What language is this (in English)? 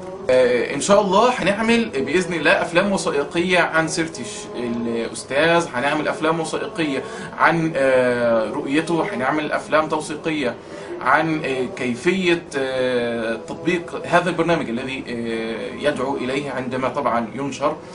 Egyptian Arabic